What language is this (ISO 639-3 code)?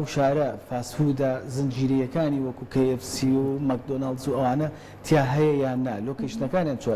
ckb